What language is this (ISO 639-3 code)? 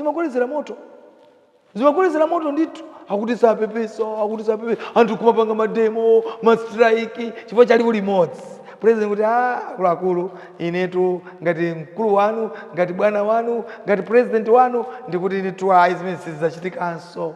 nya